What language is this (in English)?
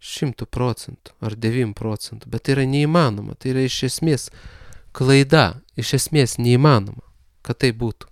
Lithuanian